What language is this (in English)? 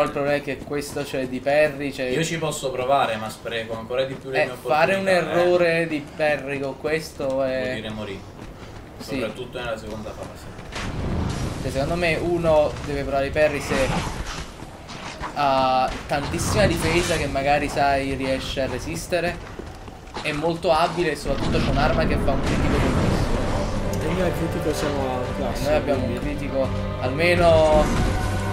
Italian